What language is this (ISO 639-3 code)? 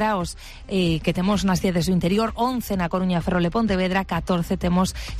glg